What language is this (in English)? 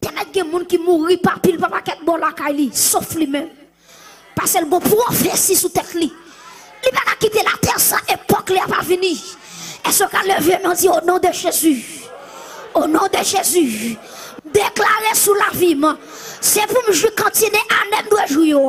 Haitian Creole